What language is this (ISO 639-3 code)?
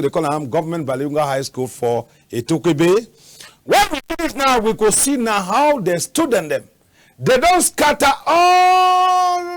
wes